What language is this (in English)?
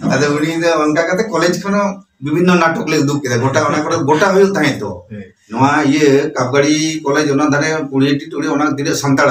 Santali